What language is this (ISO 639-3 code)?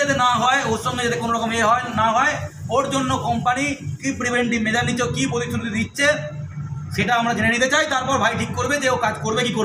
ben